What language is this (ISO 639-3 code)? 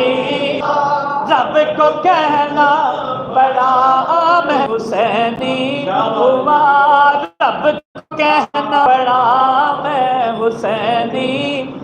skr